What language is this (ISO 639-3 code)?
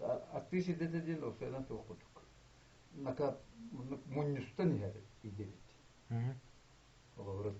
sah